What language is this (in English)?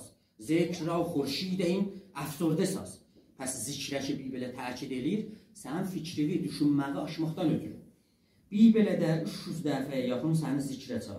South Azerbaijani